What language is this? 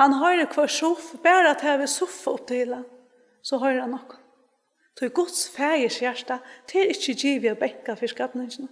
Faroese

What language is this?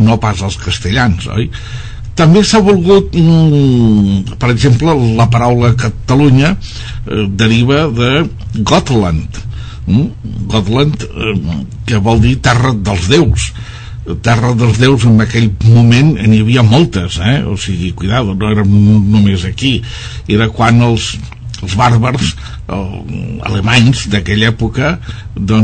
Catalan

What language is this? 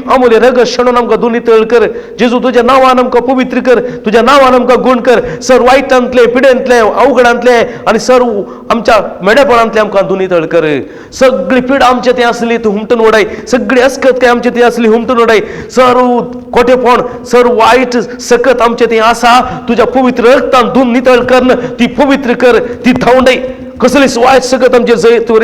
Konkani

